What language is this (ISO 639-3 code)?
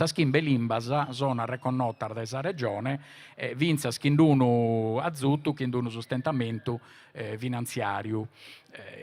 srd